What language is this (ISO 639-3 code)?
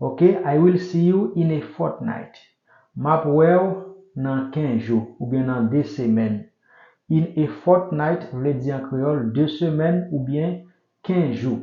hat